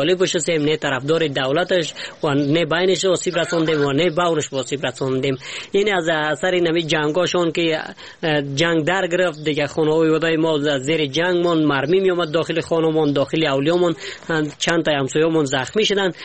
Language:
Persian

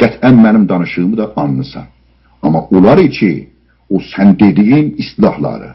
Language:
South Azerbaijani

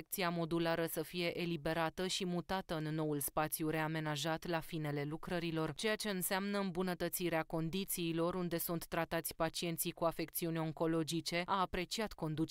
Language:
Romanian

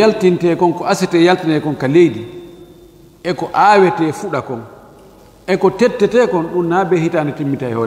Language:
Fula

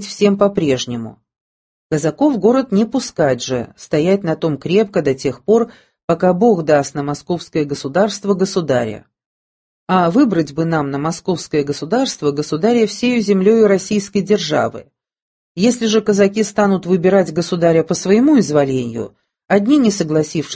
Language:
Russian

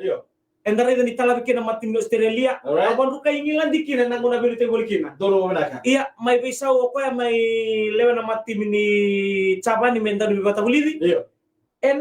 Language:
Fijian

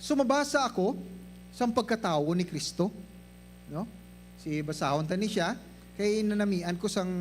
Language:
Hiligaynon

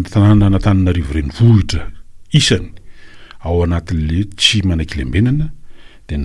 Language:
Malagasy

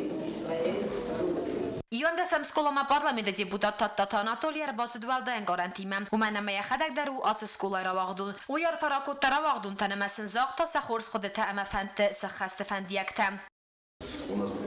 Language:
Ossetic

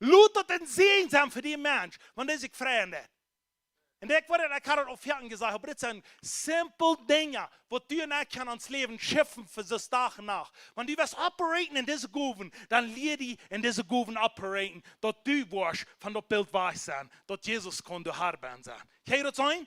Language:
Plautdietsch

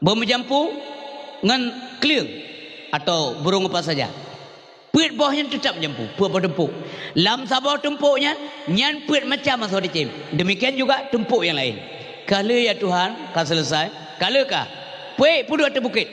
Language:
Achinese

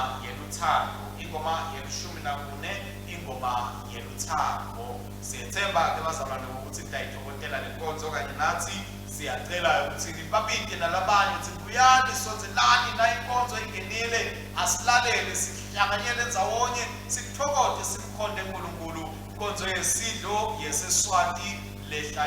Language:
Swati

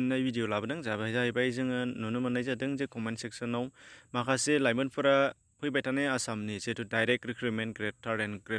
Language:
Bodo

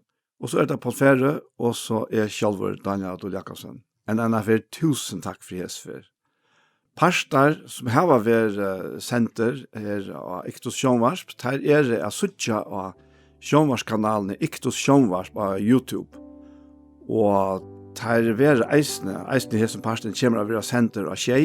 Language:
Faroese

